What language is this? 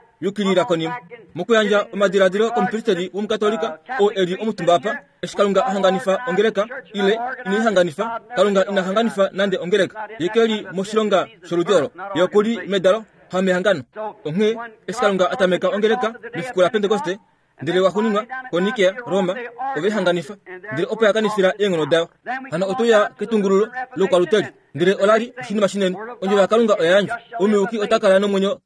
Kuanyama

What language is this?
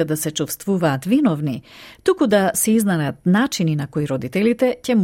Macedonian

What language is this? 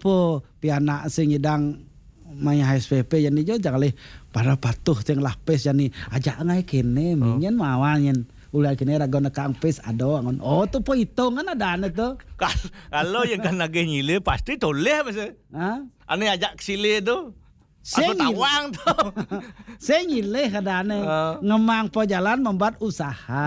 Balinese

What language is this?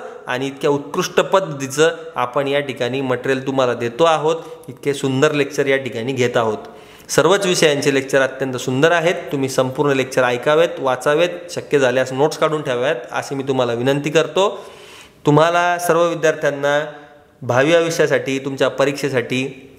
Marathi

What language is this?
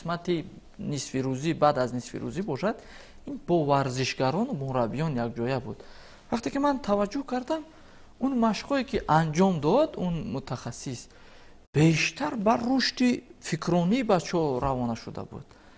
Tajik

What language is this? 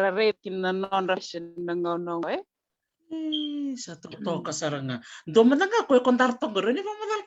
Fijian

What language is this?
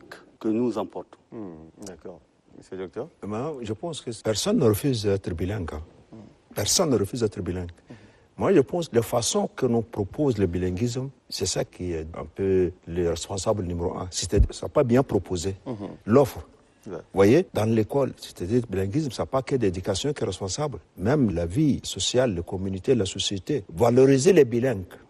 French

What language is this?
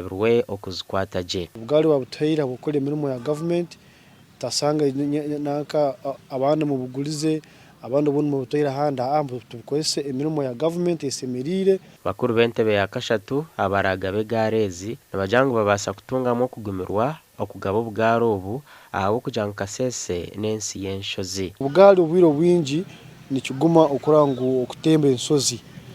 Nyankole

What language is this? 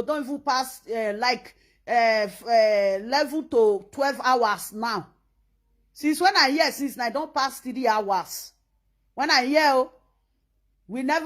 Nigerian Pidgin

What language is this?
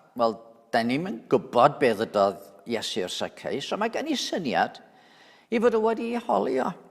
Welsh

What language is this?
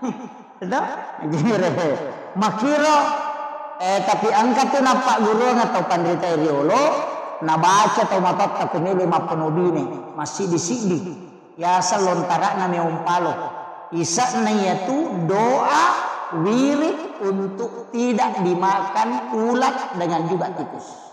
Buginese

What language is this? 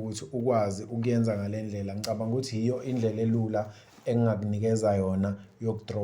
Zulu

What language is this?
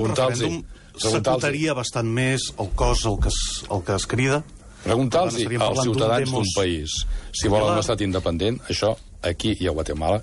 Catalan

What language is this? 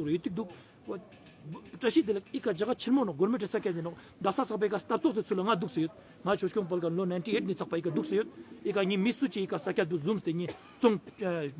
Ladakhi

